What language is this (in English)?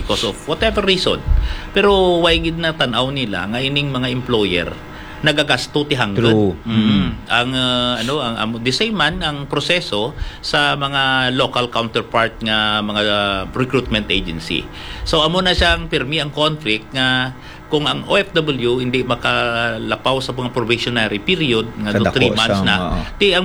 Hiligaynon